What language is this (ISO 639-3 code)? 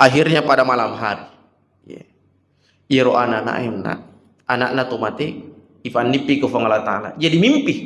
bug